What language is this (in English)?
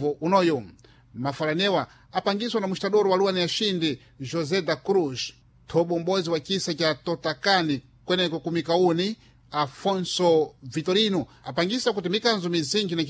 Sena